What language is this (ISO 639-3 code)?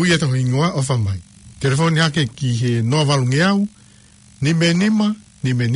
ton